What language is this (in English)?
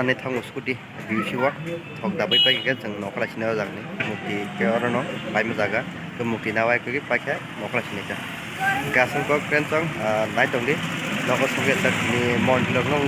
Kok Borok